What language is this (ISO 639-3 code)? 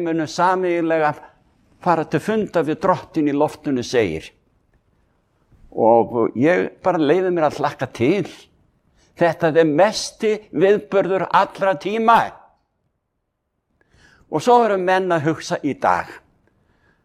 isl